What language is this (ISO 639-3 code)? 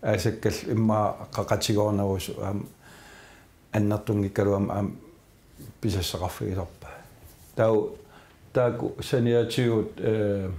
kal